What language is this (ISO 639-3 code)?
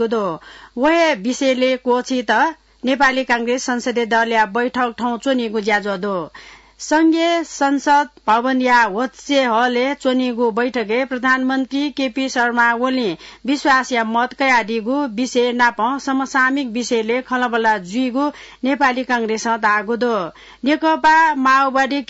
new